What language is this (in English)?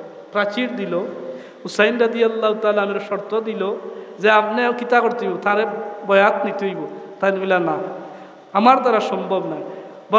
Sylheti